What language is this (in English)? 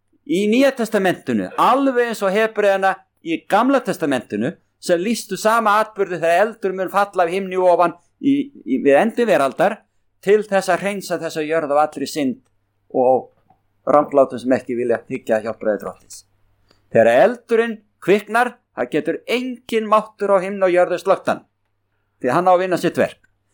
Icelandic